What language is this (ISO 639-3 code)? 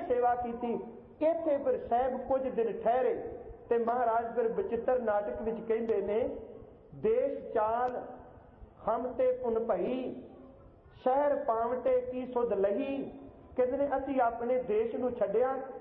pan